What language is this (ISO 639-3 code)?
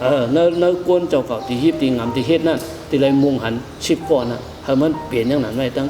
shn